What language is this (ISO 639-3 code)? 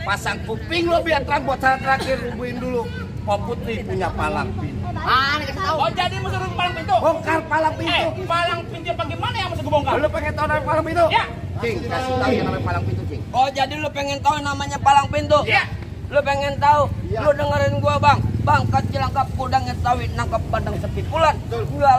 bew